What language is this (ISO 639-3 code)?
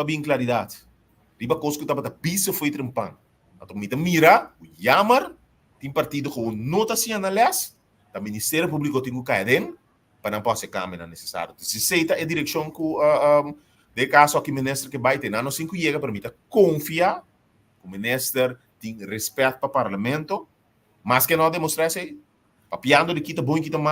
pap